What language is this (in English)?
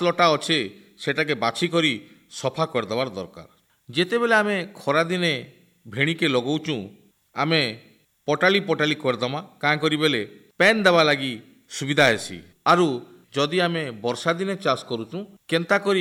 Odia